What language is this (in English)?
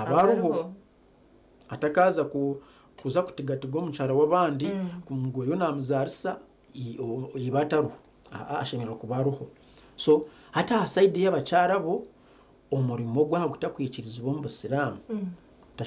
Nyankole